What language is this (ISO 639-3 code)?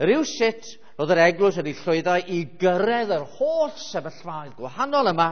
cym